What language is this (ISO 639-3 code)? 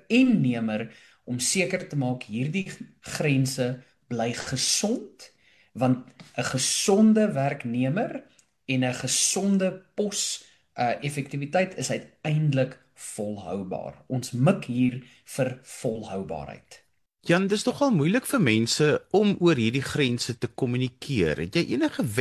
afr